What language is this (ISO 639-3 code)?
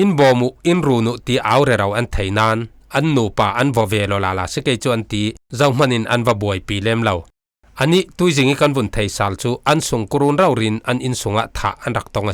cfm